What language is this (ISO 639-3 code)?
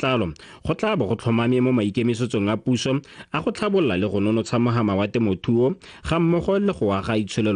tsn